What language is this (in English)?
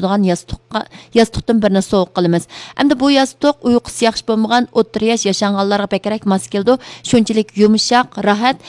Uyghur